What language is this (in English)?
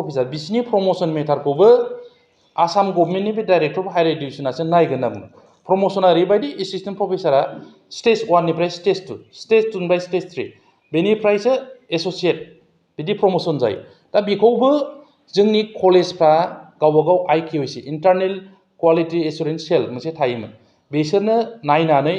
Bodo